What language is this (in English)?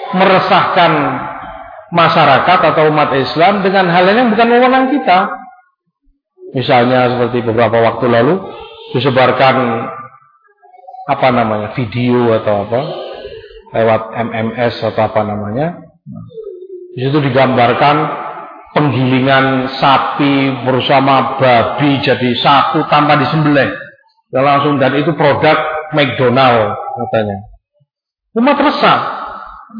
Indonesian